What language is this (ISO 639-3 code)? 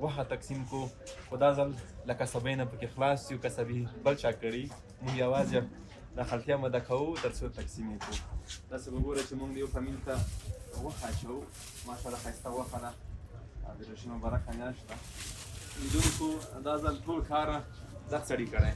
pus